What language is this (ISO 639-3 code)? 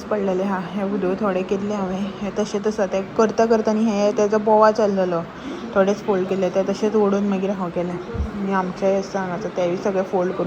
kok